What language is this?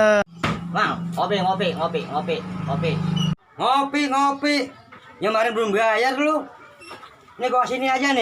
Betawi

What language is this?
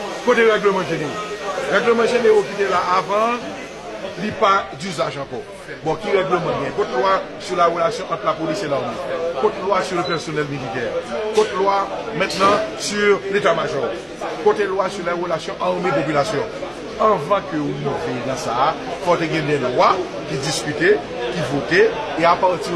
Haitian Creole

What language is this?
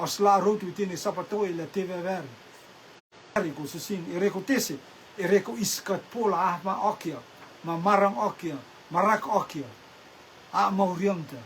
Rotuman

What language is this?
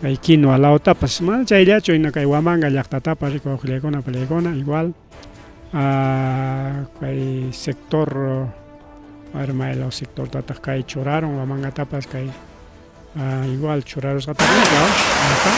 Ayacucho Quechua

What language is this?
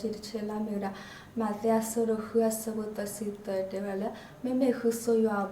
S'gaw Karen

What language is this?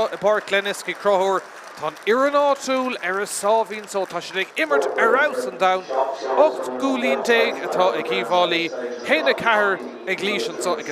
Irish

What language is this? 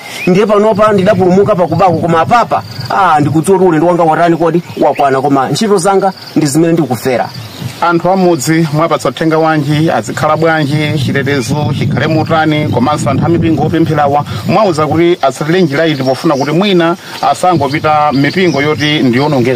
Nyanja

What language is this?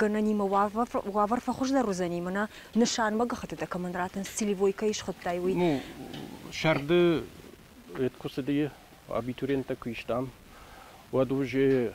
Ossetic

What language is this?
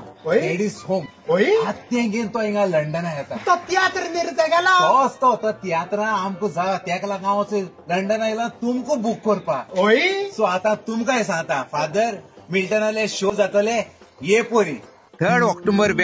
Konkani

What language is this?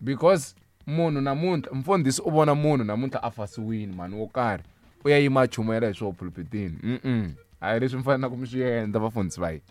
Tsonga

